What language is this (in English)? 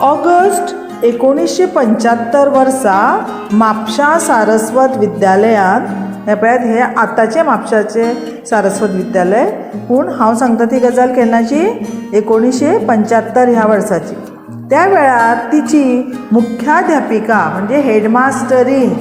Konkani